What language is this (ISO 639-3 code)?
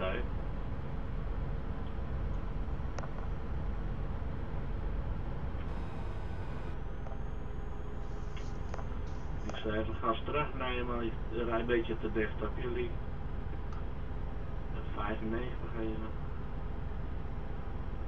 nld